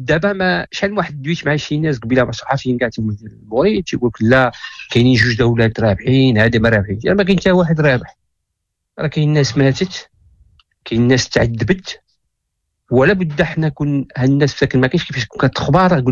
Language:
Moroccan Arabic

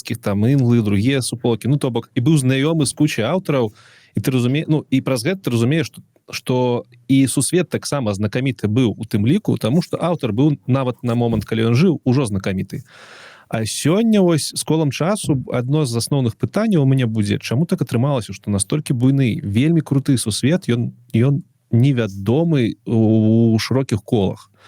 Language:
Belarusian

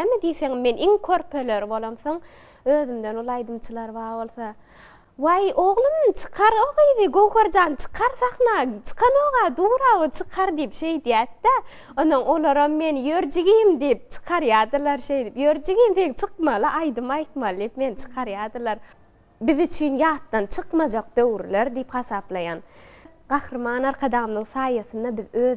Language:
Turkmen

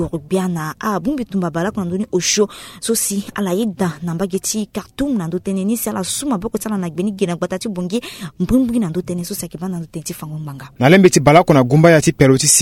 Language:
Sango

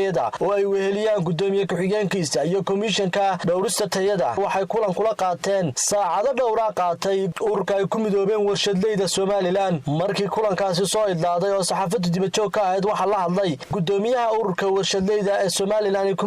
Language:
Somali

